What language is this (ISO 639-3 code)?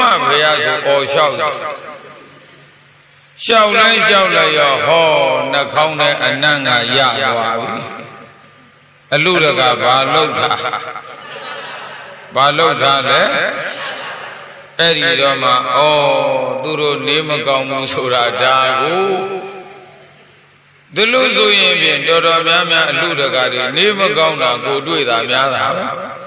mya